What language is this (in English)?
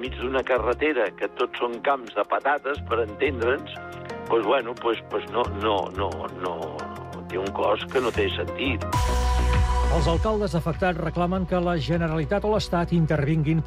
Catalan